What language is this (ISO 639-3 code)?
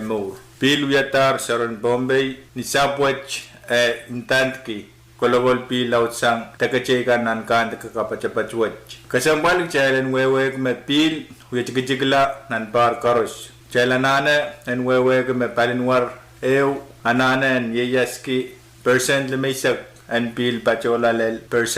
pon